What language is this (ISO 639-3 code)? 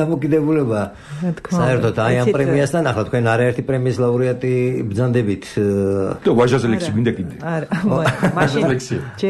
kat